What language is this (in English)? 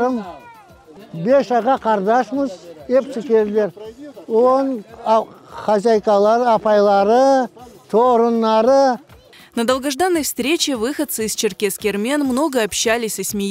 Crimean Tatar